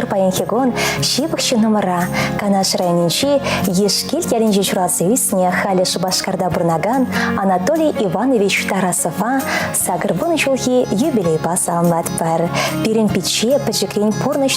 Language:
Chuvash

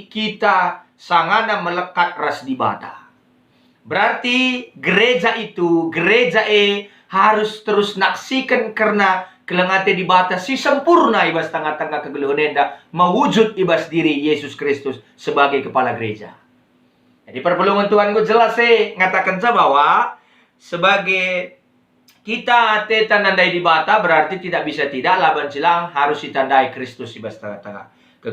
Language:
Batak Karo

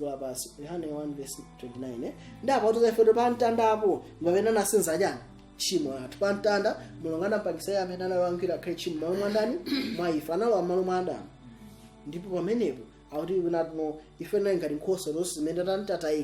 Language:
Nyanja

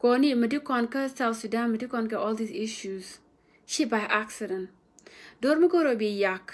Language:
Nuer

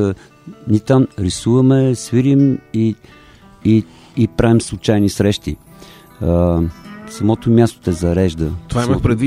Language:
Bulgarian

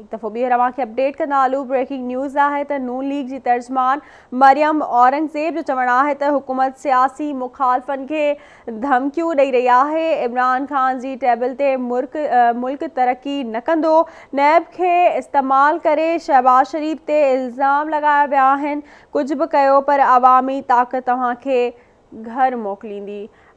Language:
Sindhi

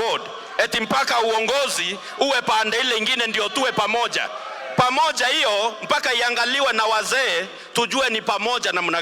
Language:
Meru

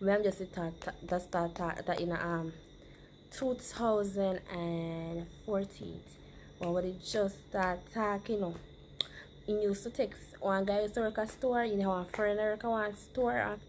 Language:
Jamaican Creole English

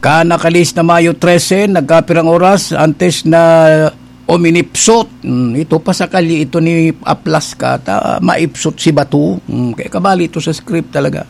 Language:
Bikol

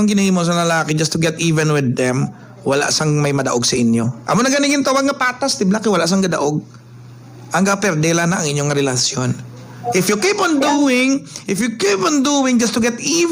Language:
Hiligaynon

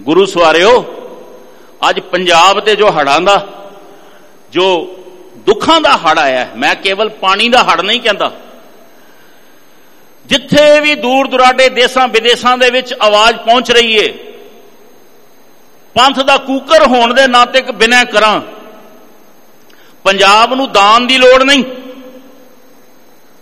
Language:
Punjabi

